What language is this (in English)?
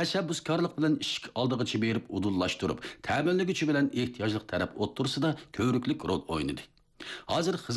Uyghur